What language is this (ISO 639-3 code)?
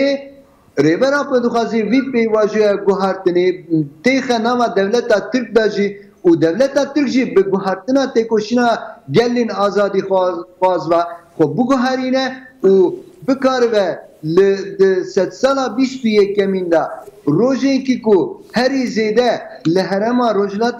kur